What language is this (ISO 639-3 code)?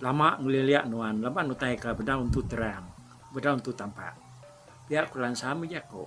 iba